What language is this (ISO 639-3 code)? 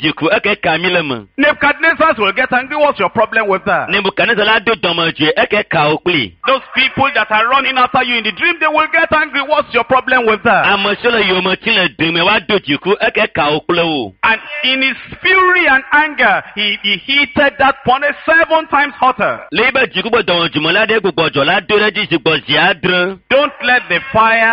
ewe